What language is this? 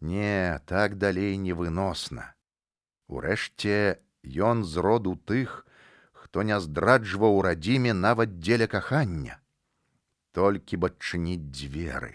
Belarusian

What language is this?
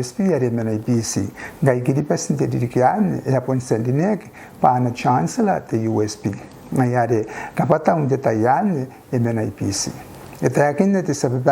Gilbertese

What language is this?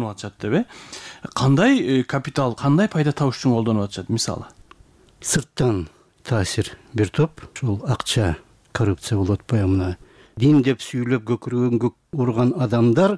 Kyrgyz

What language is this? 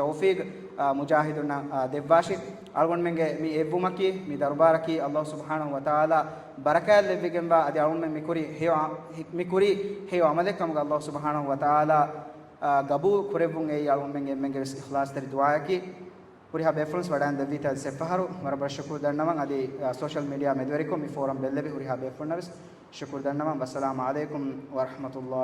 Divehi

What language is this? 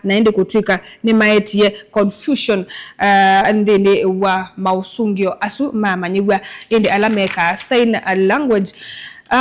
Kamba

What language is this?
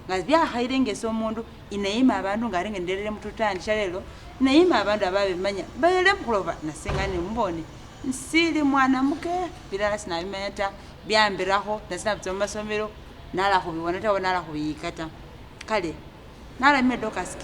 Masaaba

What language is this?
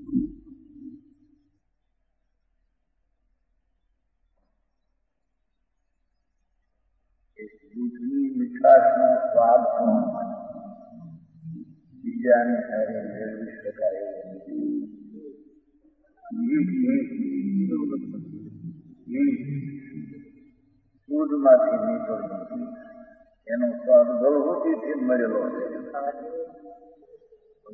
Gujarati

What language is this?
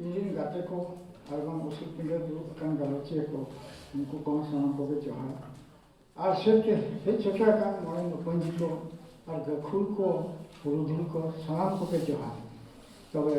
Santali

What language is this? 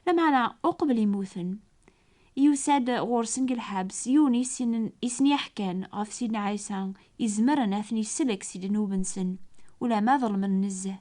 Kabyle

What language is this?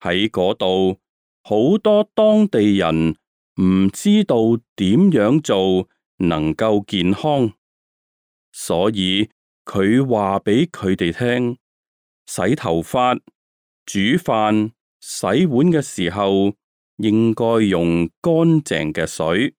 Cantonese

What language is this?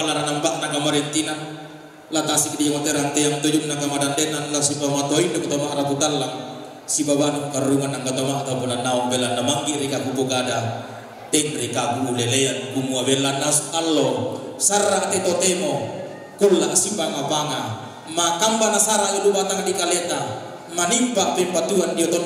Toraja-Sa'dan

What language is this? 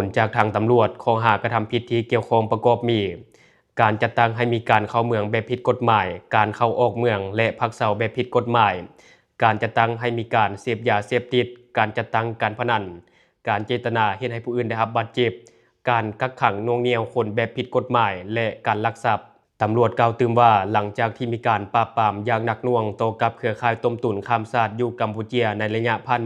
Lao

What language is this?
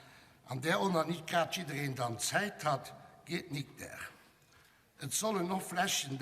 Luxembourgish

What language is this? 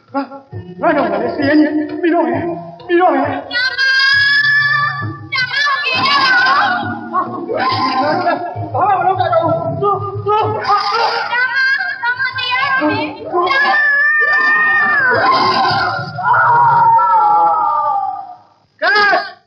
Burmese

